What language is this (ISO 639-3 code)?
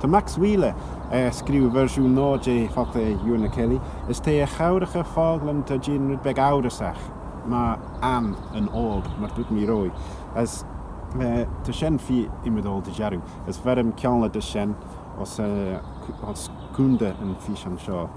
glv